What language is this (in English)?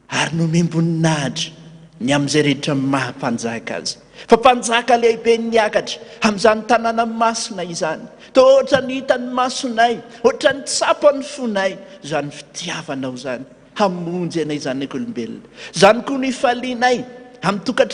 Malagasy